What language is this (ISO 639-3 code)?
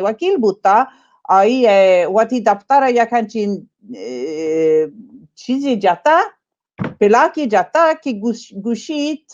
bal